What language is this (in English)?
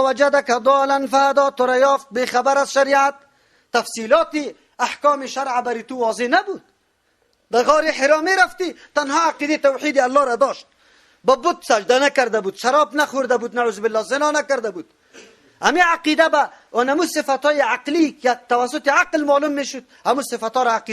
Persian